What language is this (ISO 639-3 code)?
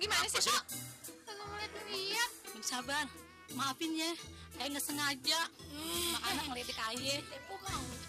bew